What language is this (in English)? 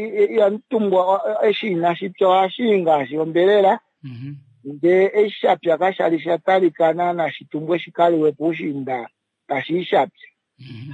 Kuanyama